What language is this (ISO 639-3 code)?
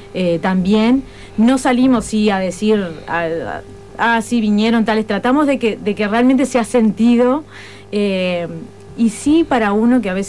spa